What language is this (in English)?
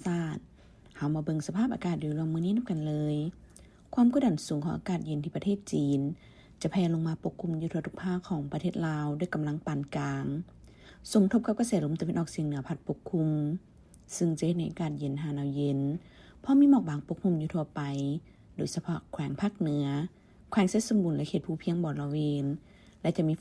Lao